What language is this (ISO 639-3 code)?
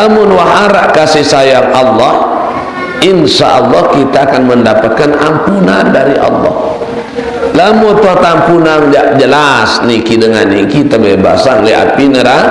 sas